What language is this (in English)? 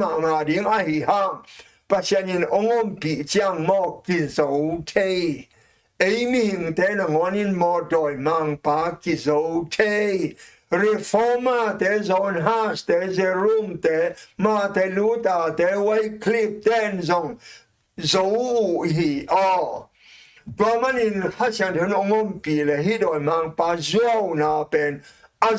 Tedim Chin